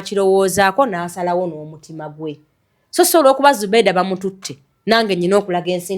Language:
Ganda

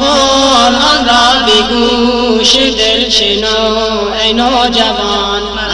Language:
Persian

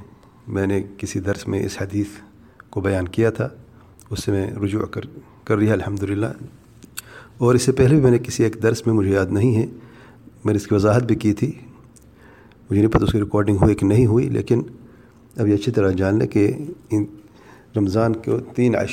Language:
Urdu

